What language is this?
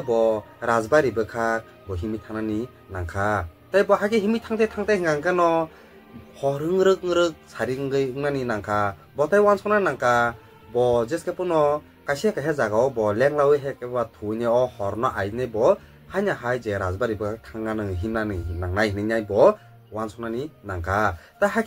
Kok Borok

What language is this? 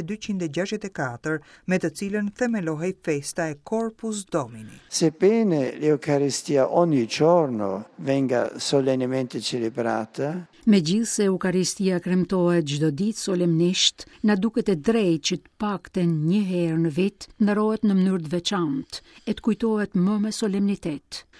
Albanian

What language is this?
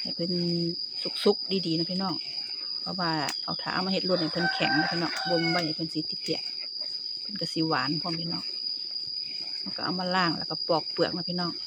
Lao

